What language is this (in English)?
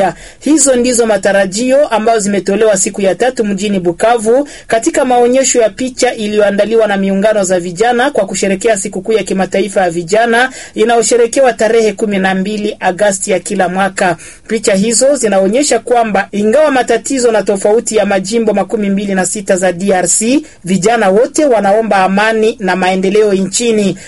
Swahili